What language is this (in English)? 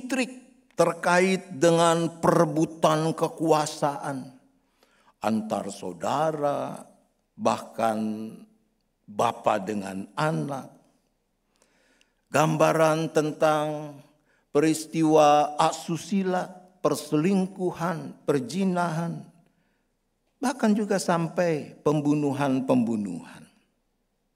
Indonesian